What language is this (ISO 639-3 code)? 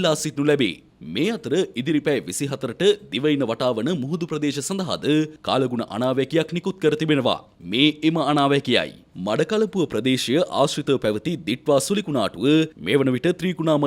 sin